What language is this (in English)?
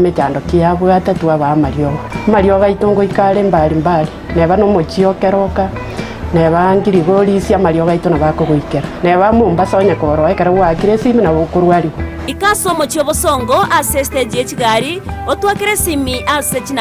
Gusii